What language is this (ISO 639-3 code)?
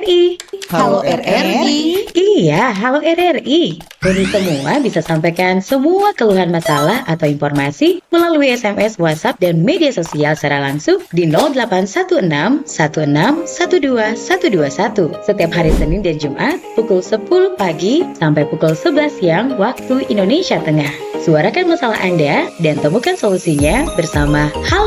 xmm